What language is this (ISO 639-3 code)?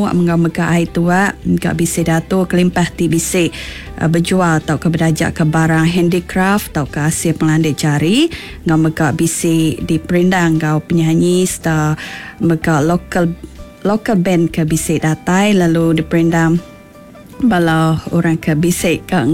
iba